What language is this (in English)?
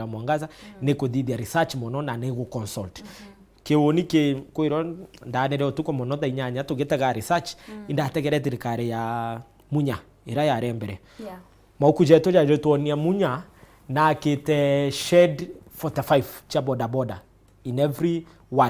Meru